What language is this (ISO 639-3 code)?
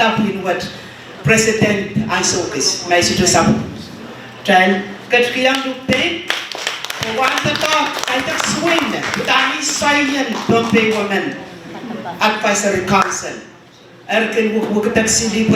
pon